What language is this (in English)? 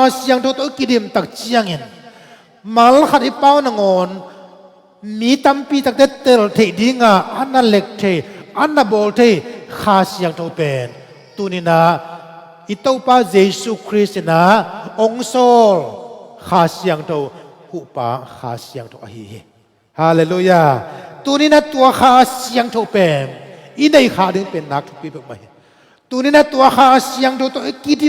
Tedim Chin